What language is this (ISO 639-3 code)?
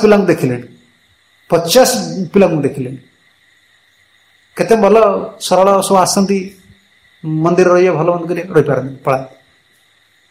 ori